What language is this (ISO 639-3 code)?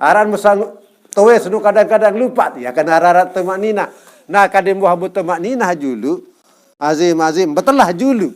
sas